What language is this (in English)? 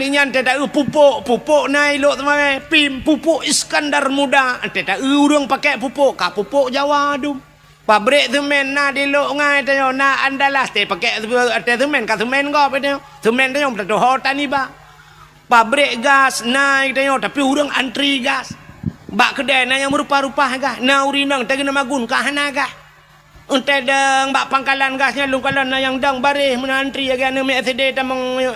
Achinese